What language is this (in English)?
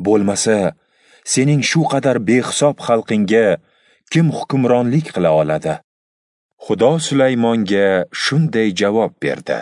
Uzbek